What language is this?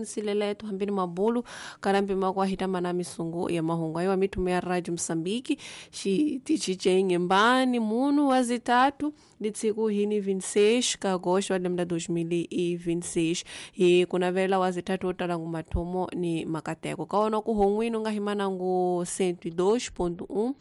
Tsonga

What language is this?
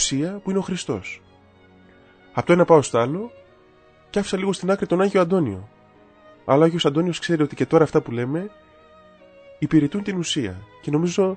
Greek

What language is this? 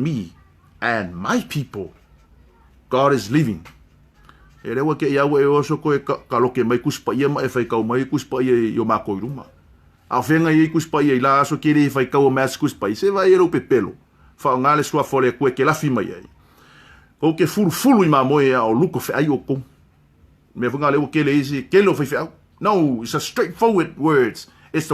Samoan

